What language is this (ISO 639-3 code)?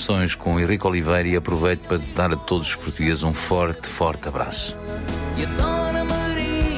por